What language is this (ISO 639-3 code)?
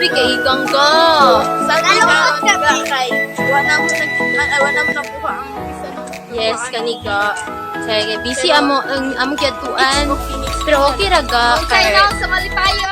ceb